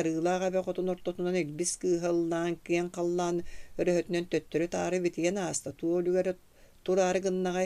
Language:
Yakut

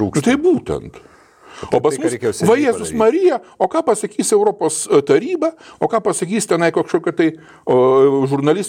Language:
Lithuanian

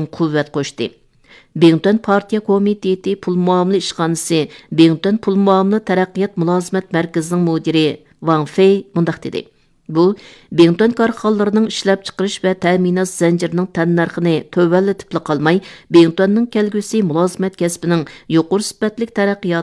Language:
Uyghur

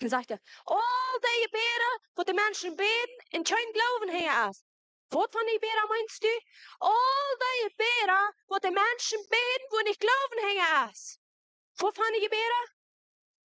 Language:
Plautdietsch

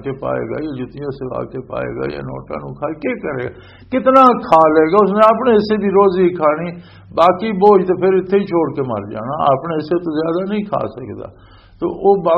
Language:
Western Panjabi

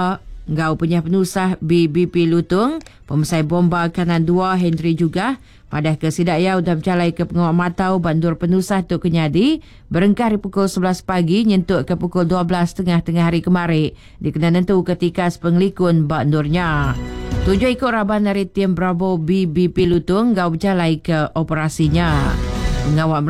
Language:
Iban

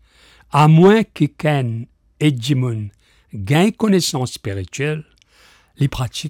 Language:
Morisyen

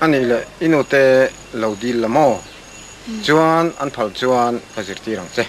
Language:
Mizo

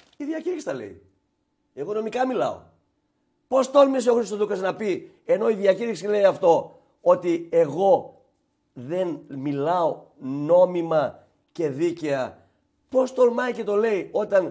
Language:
Greek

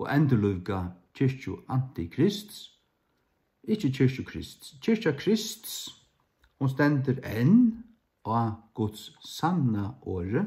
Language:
Faroese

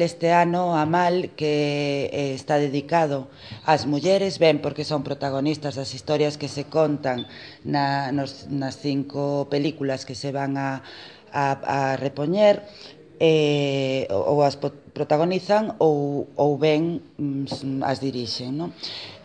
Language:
Galician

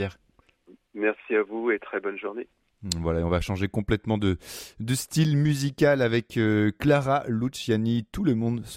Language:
French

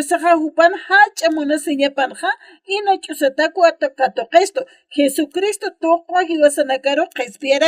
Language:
Aymara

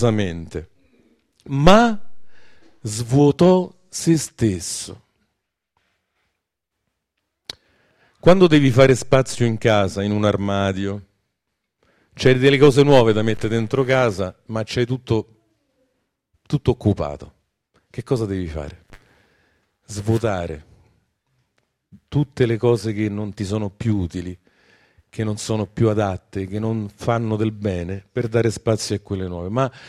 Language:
Italian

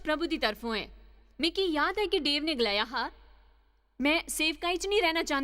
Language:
Dogri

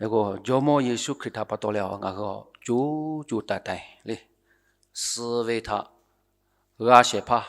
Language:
Lahu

